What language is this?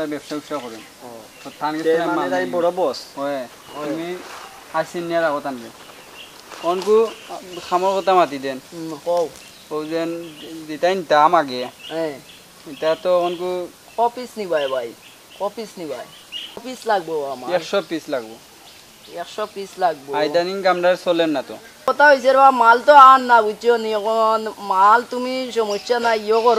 Sylheti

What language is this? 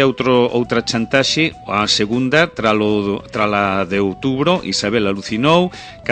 Galician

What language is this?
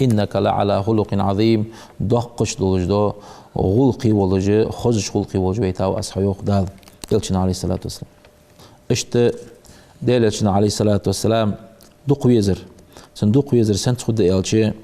Ingush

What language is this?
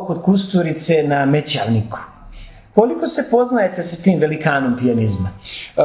Serbian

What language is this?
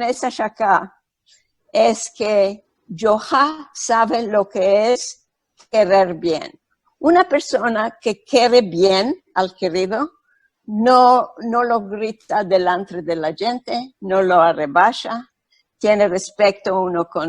Ladino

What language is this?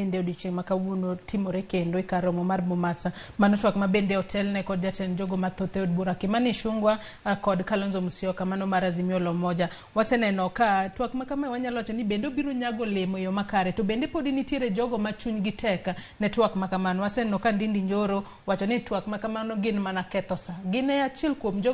Luo (Kenya and Tanzania)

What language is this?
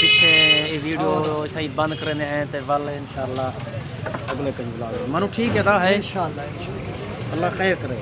Saraiki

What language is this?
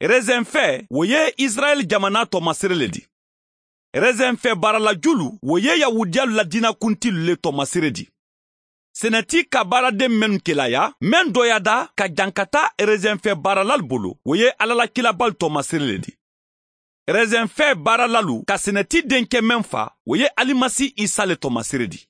Mandingo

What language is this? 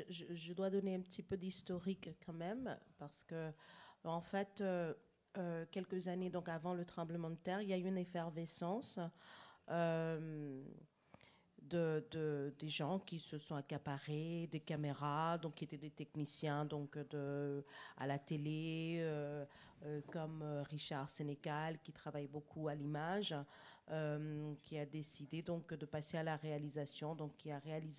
French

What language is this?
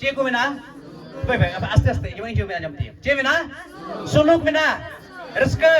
Santali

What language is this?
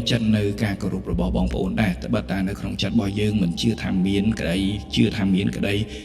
Khmer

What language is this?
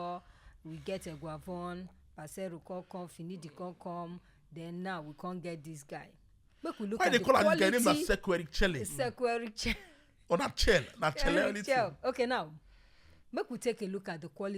Nigerian Pidgin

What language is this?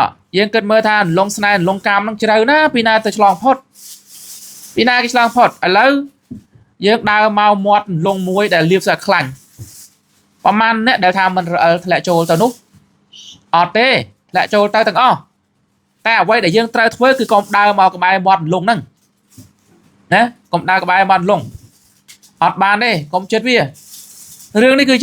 Khmer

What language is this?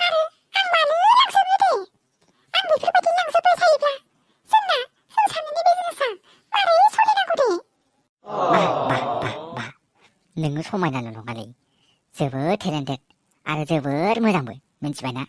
Bodo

